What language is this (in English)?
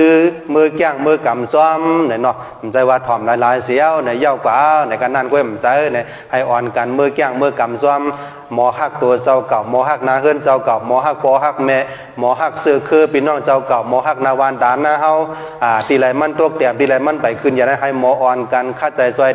Shan